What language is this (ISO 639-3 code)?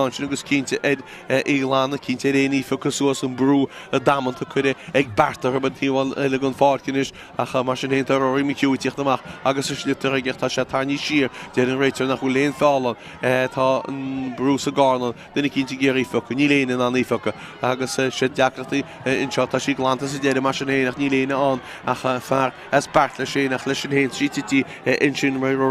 gle